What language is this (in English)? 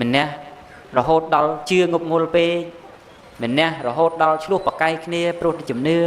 Khmer